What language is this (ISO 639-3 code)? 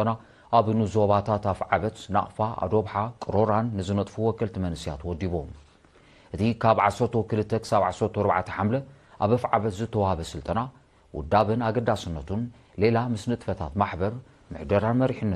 tir